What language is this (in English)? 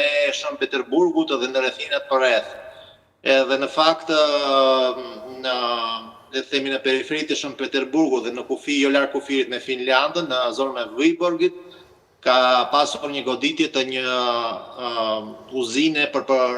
Albanian